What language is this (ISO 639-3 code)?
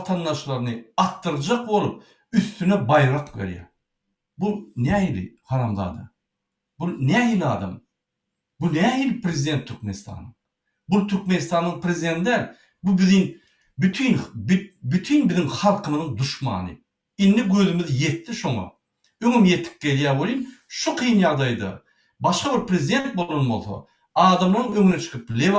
tuk